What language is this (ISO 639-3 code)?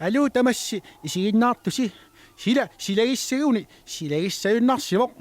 kal